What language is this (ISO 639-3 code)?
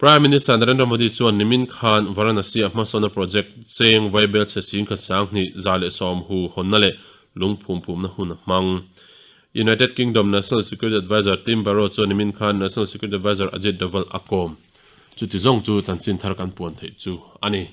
lus